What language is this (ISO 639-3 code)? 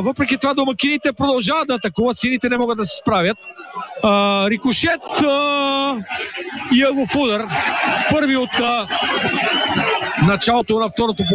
bul